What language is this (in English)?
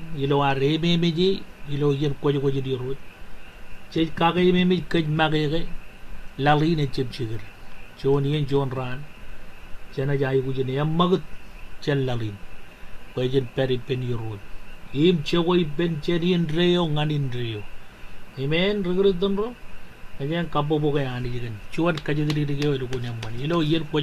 Marshallese